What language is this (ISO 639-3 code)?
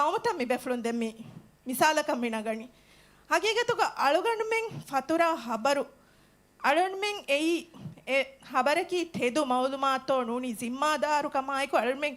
div